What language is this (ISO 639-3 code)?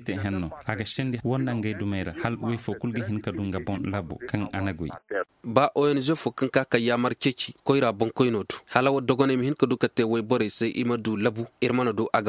dje